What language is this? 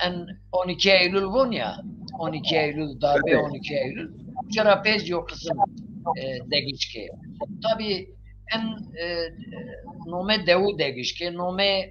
Zaza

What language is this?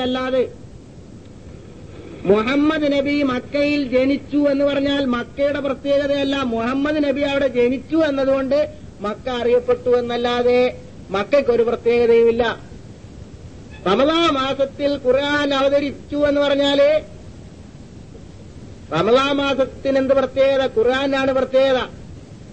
Malayalam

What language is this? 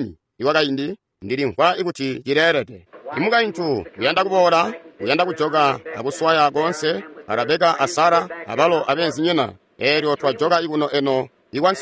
Tonga (Zambia)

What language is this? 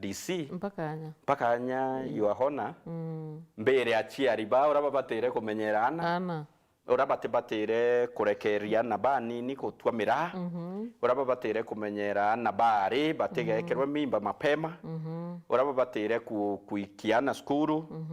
Meru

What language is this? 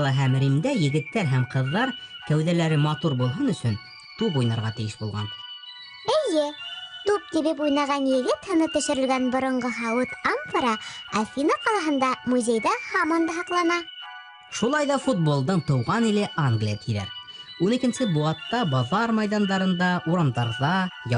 Bashkir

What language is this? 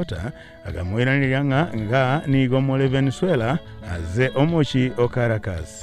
Gusii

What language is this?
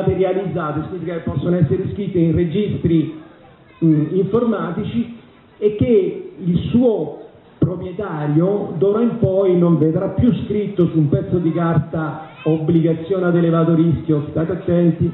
Italian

